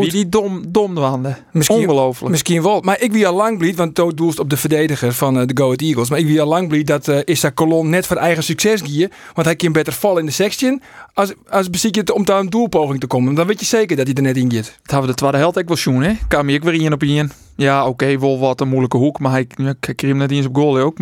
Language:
Western Frisian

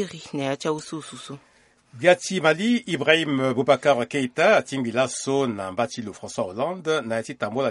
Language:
Sango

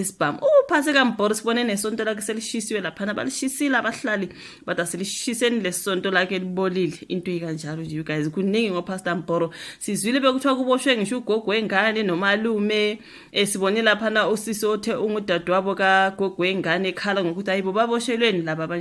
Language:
Zulu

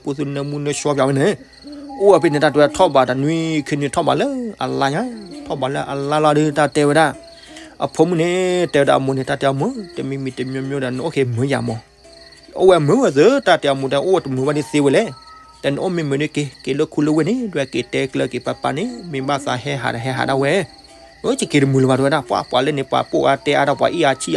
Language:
S'gaw Karen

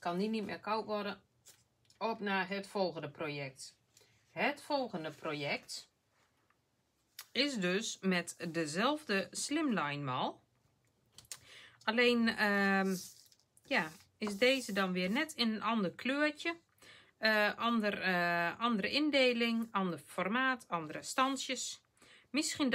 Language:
Dutch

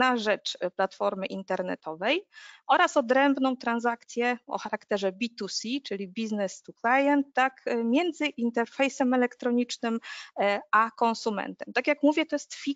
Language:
Polish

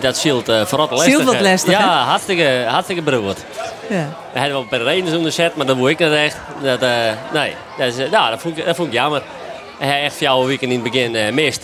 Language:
Western Frisian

